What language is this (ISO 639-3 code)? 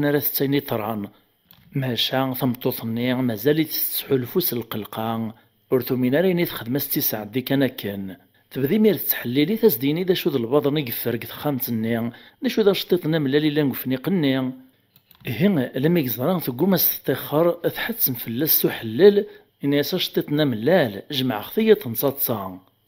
kab